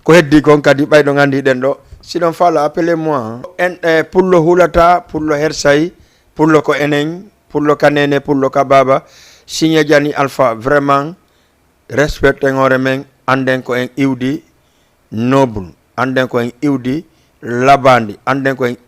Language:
Fula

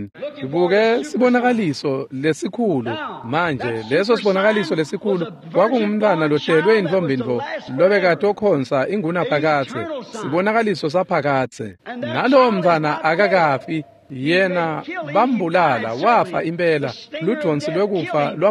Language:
Swati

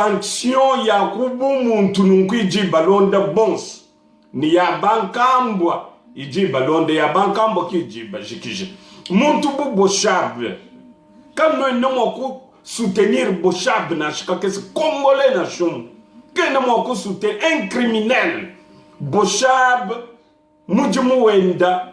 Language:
Luba-Lulua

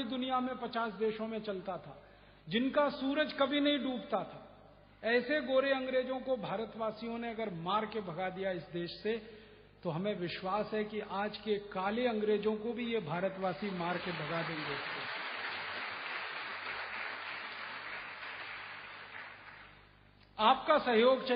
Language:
Hindi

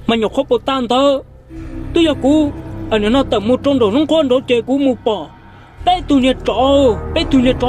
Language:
Hmong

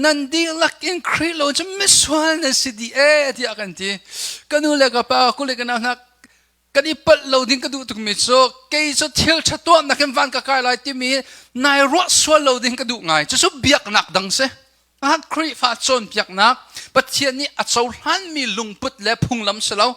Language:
Hakha Chin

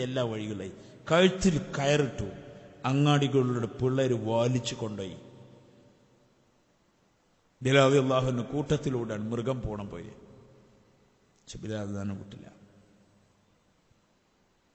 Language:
Malayalam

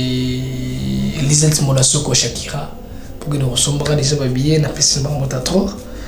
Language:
Lingala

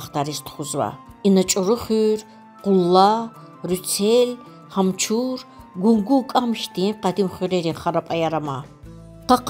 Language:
Lezghian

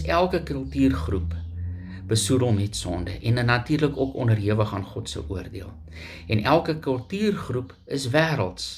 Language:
Afrikaans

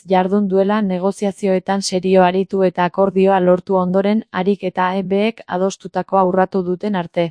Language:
Basque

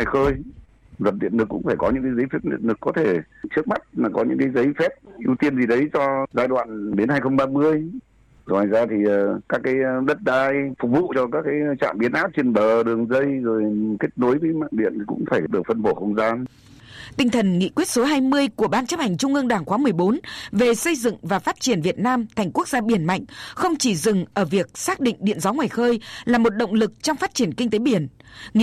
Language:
Vietnamese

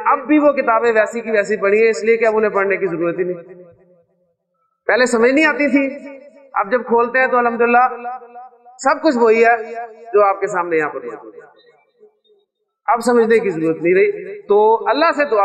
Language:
Urdu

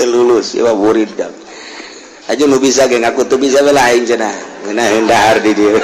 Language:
Sundanese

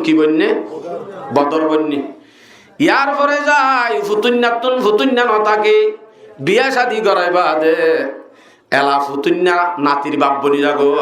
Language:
Rohingya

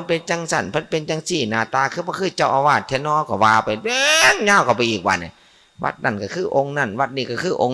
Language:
Northeastern Thai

